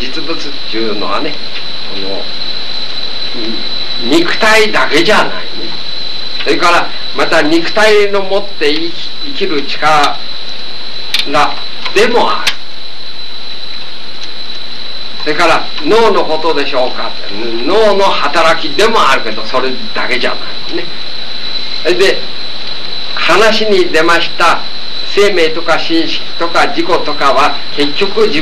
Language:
Japanese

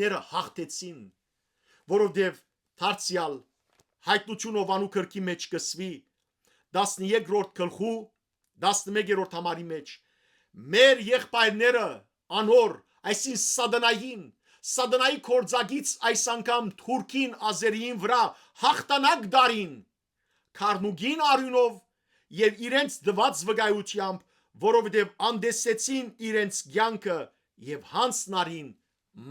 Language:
Western Armenian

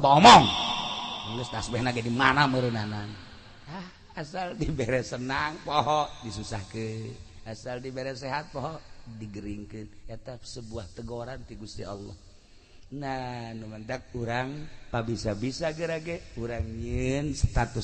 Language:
Sundanese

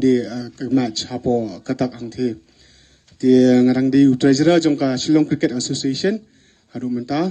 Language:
Khasi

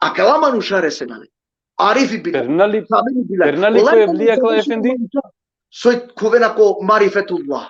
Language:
Balkan Romani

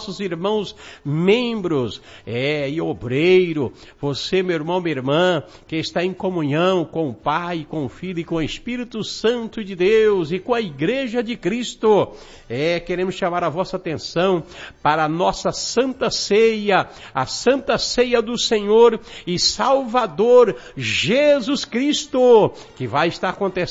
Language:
Portuguese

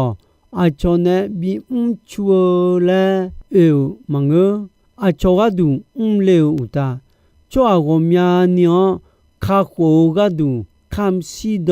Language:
Akha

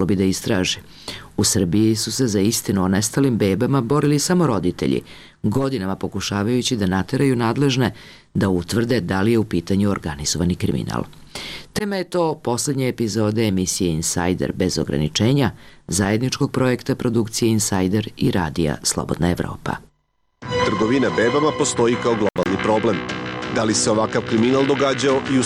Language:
Serbian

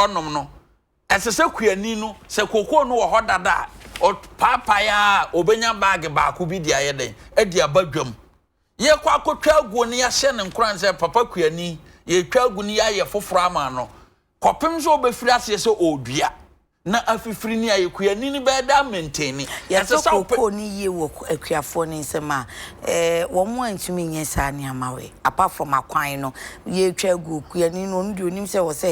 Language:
Akan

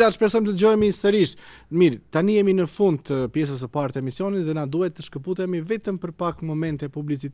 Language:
Albanian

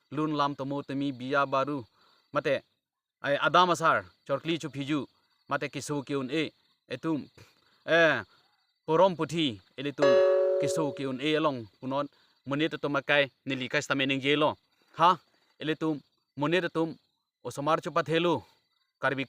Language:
Karbi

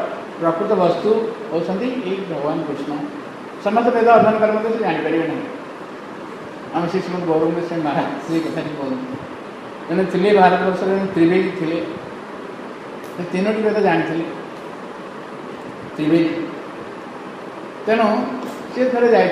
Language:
Odia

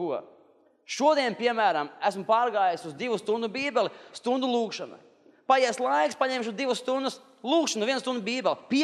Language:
Latvian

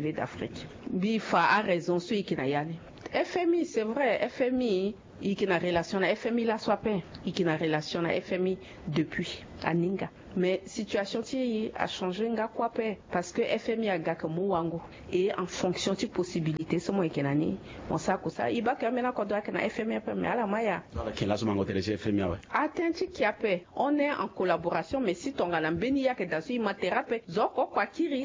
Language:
Sango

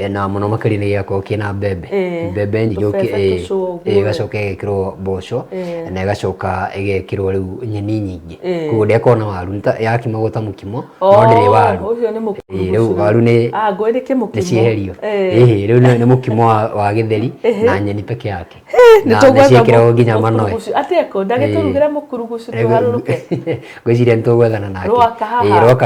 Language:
Kikuyu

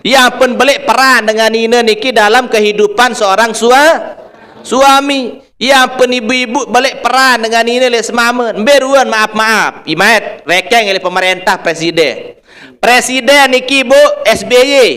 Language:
Sasak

